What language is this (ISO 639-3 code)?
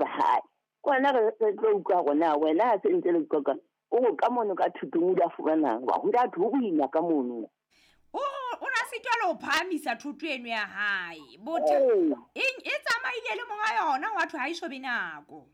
sot